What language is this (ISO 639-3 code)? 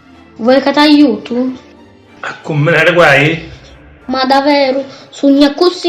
scn